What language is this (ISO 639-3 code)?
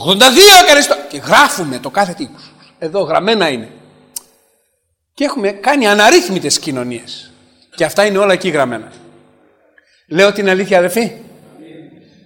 ell